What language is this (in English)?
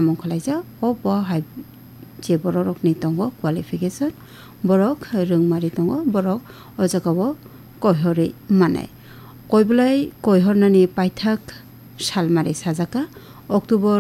Kok Borok